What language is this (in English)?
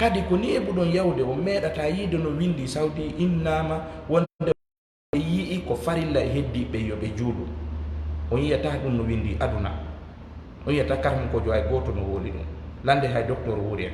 Fula